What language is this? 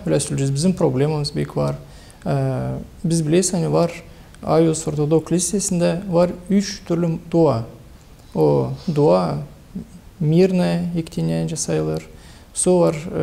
Gagauz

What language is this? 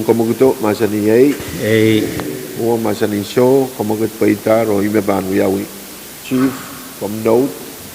Pohnpeian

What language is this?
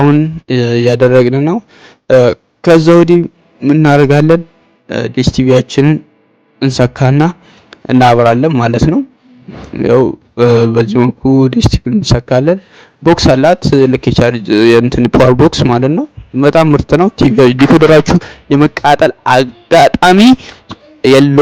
Amharic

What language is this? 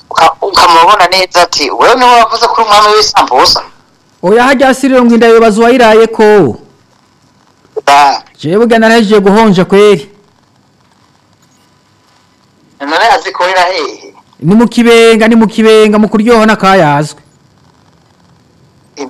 Rundi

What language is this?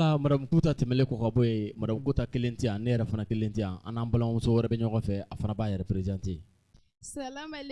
Bambara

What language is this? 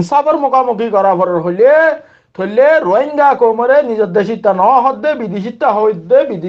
Rohingya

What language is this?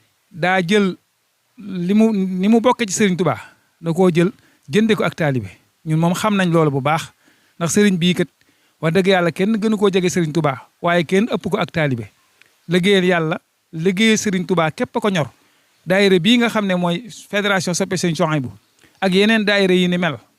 Wolof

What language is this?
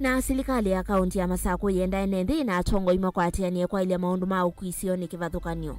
Kamba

